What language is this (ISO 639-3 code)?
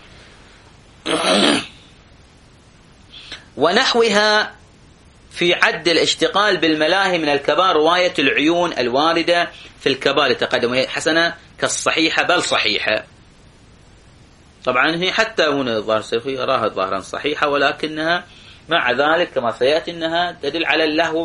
ara